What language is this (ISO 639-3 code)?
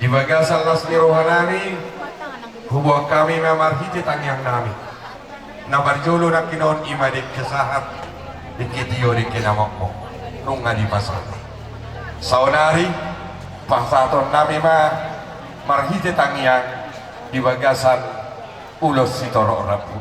bbc